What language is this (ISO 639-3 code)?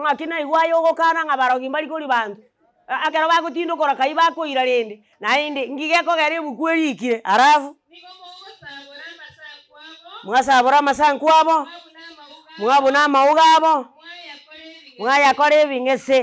guz